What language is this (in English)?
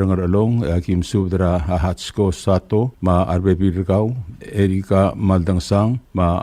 Palauan